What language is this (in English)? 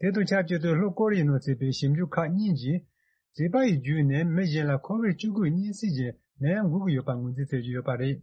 Tibetan